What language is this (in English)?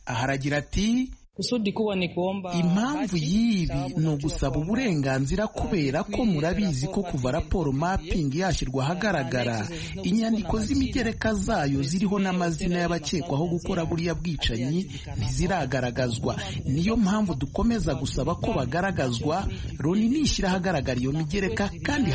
Kinyarwanda